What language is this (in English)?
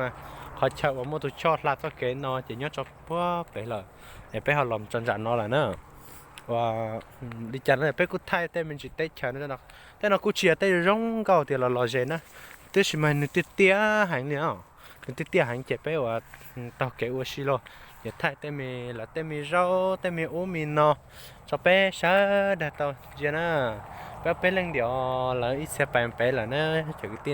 Hmong